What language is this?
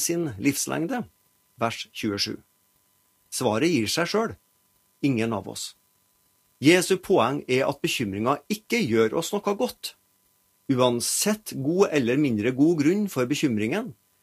Norwegian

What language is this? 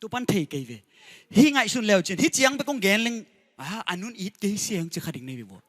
Tedim Chin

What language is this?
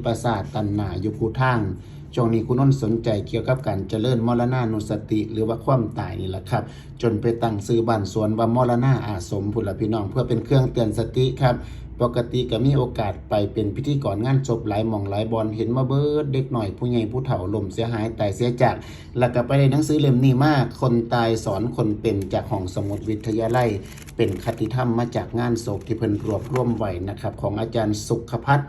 Northeastern Thai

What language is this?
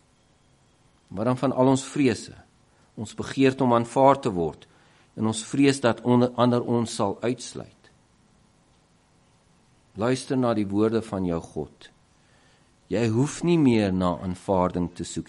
Afrikaans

